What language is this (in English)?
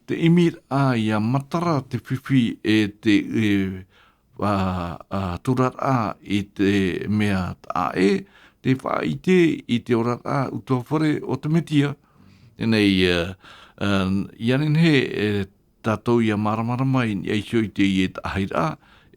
Tahitian